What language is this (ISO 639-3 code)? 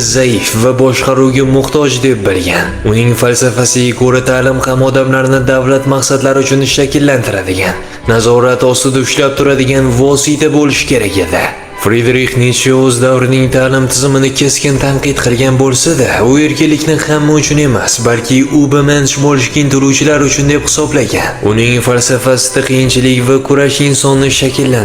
uzb